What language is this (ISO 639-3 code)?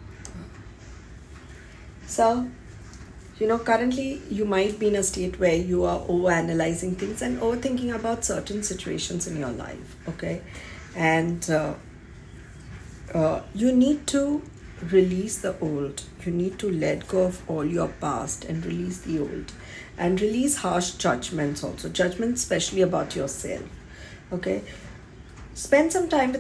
eng